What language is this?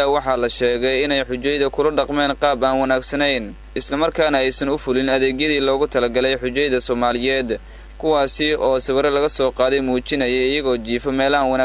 Somali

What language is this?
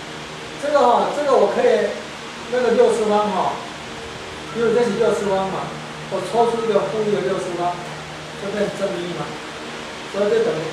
Chinese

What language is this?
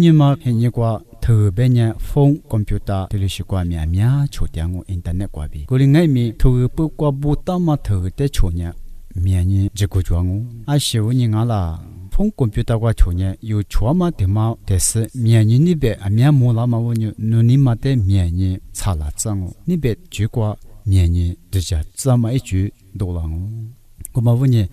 Lisu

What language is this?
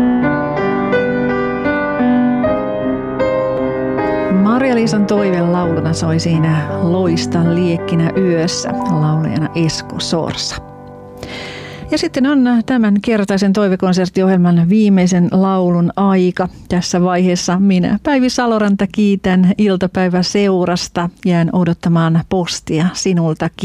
Finnish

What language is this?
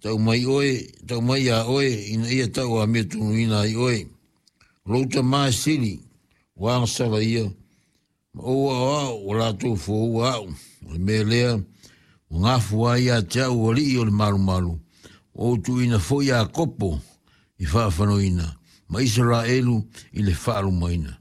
Samoan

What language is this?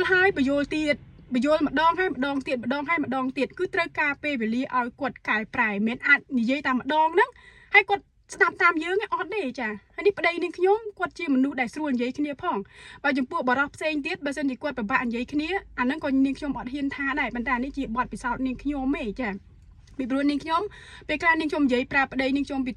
Khmer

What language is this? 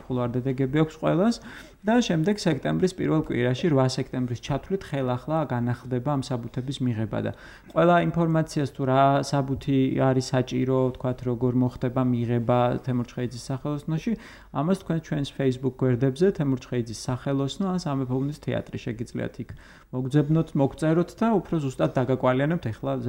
Georgian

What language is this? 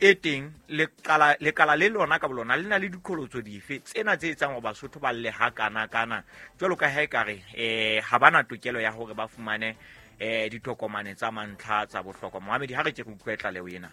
Southern Sotho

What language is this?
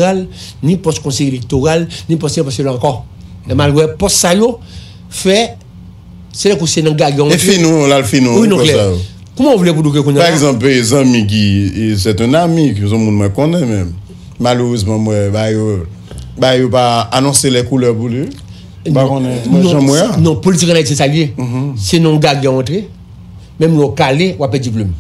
Haitian Creole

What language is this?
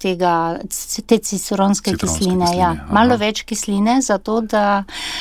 Slovenian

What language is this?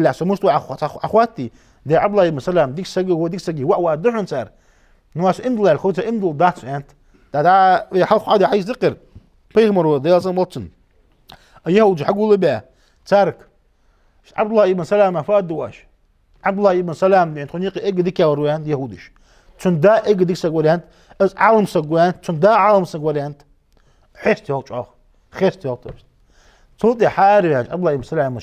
Ingush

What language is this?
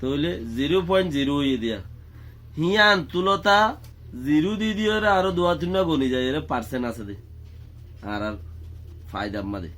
Rohingya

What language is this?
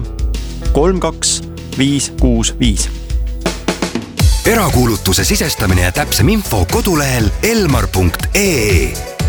Estonian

